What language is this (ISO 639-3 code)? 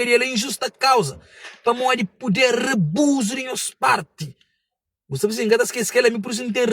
kea